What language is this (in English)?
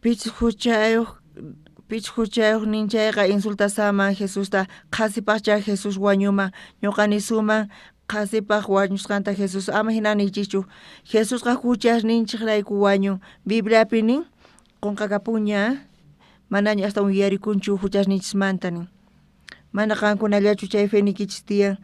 South Bolivian Quechua